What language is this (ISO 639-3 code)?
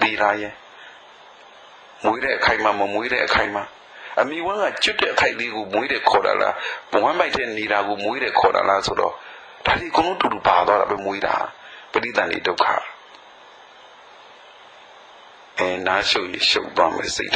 mya